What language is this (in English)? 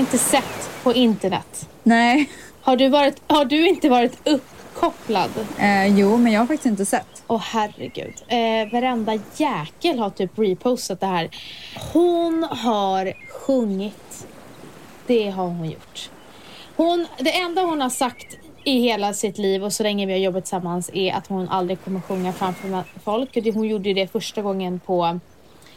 Swedish